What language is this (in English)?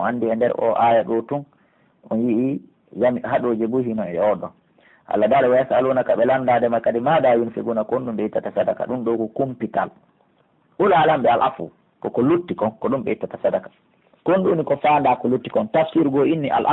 Pular